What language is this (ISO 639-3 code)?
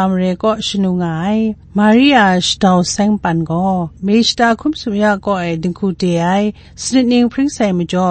kac